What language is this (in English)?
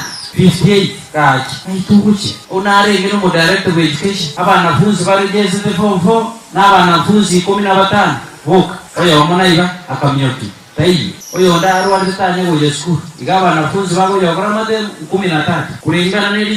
Gusii